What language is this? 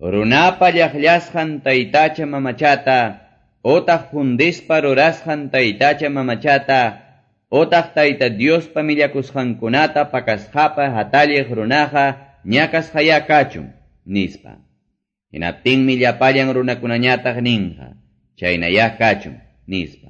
Quechua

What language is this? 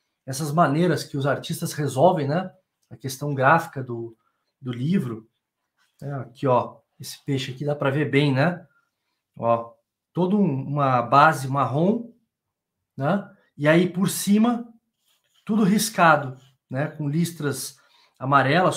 Portuguese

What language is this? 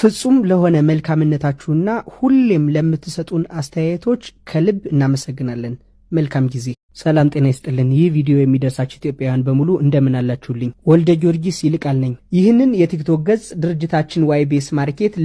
Amharic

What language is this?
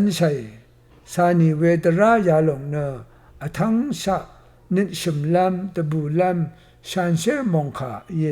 Rawang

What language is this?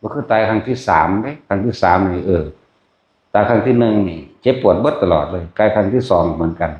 Northeastern Thai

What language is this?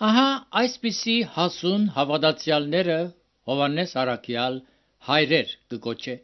Armenian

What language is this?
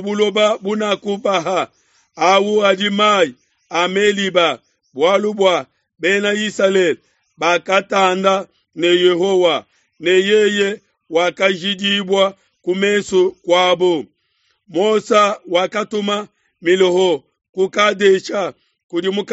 Luba-Lulua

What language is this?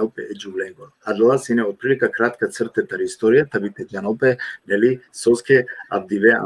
Balkan Romani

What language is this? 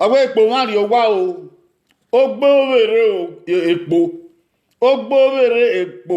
Bini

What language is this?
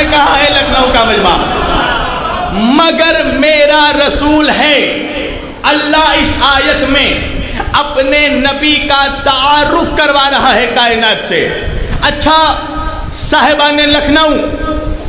Urdu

